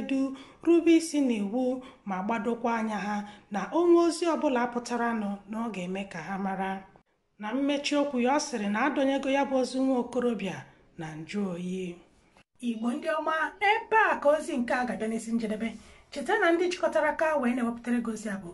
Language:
Igbo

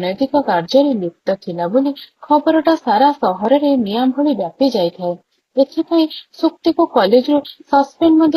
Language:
Odia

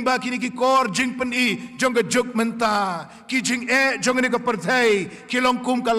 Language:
Khasi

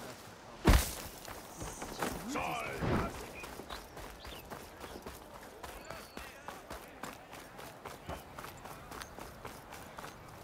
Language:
German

